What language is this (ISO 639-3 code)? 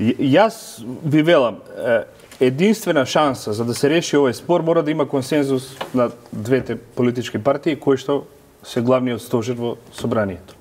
mkd